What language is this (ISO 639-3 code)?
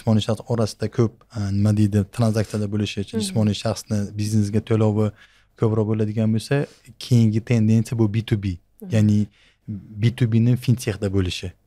uzb